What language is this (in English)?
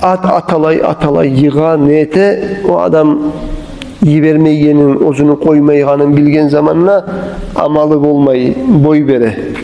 Kumyk